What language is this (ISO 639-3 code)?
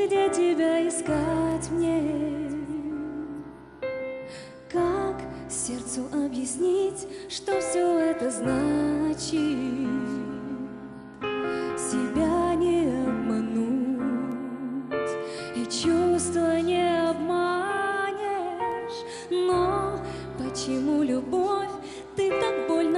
rus